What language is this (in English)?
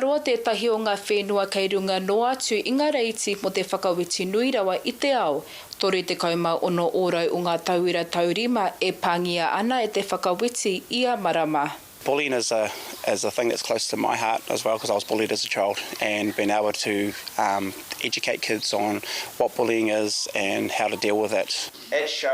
Māori